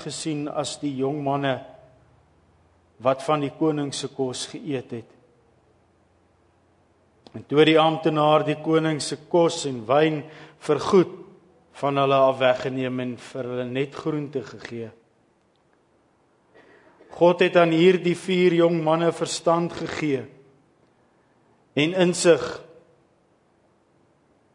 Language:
Afrikaans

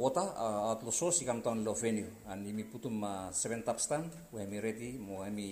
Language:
Bislama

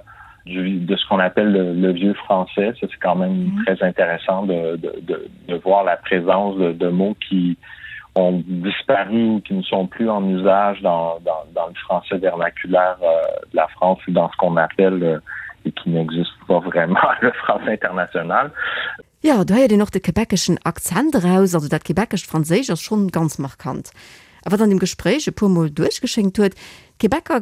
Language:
Luxembourgish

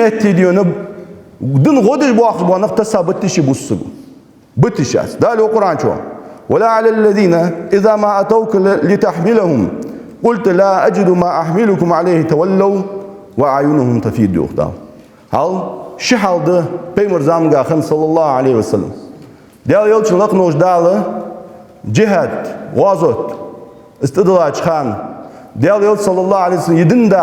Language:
Ingush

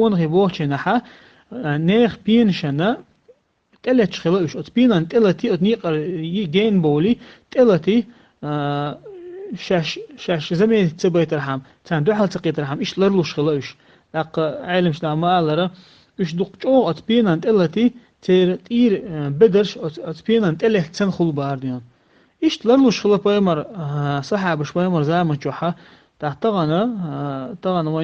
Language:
Chechen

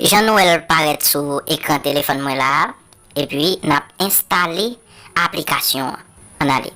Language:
Haitian Creole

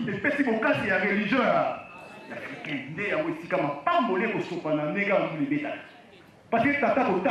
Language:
Lingala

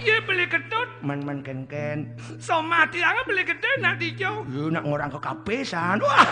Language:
Balinese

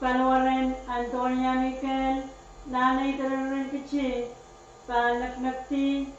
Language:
Pohnpeian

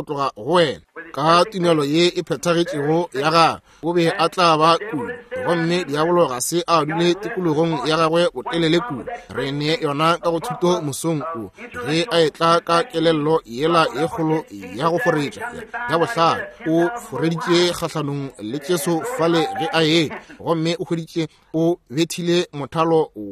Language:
Northern Sotho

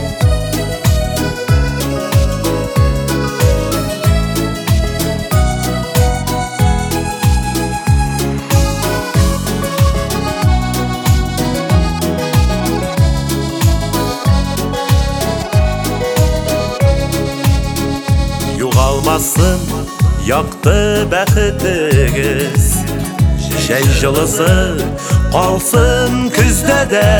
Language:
Tatar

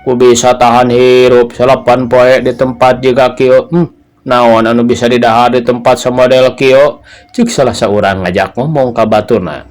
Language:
Sundanese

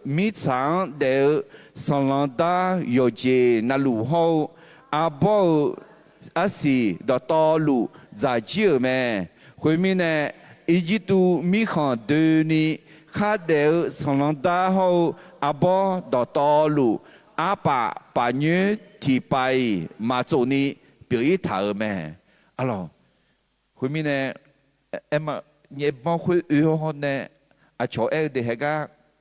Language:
Akha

